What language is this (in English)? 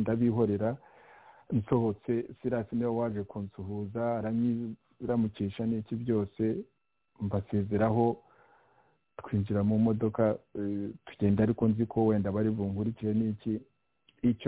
Kinyarwanda